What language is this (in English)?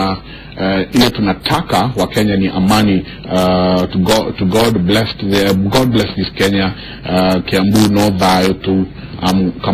Kikuyu